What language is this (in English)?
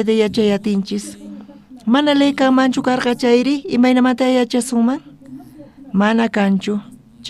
South Bolivian Quechua